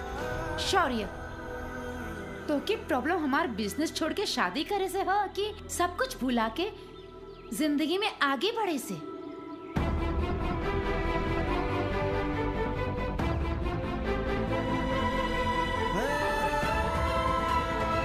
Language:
Bhojpuri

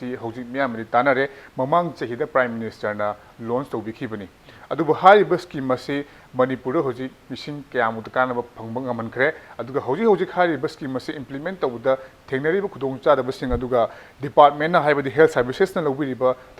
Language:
Manipuri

